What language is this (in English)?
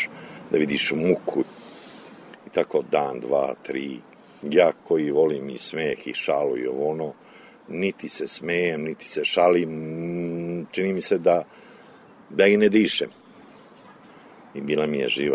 Serbian